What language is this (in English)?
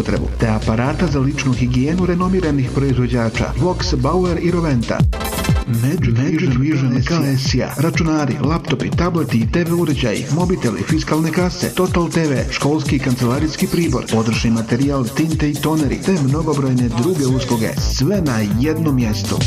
Bosnian